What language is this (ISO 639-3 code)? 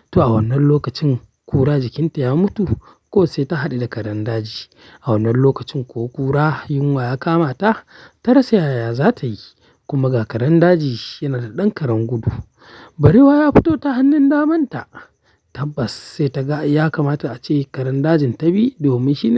hau